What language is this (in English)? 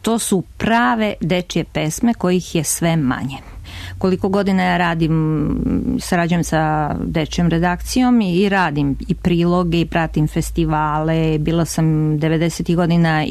Serbian